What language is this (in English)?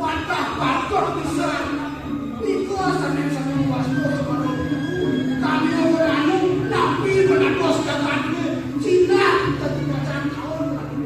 Balinese